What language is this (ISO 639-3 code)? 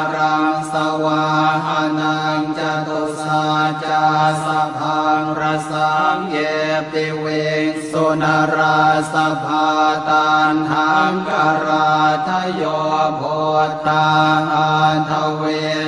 pli